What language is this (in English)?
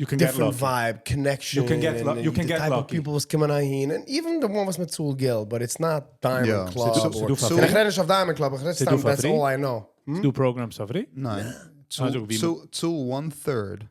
Yiddish